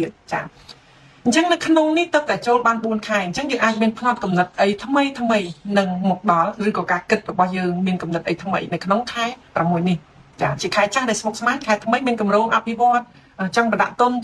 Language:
Khmer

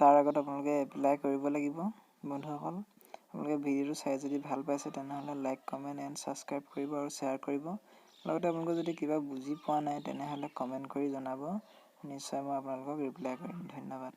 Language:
Assamese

